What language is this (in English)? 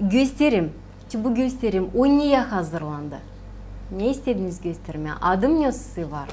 Gagauz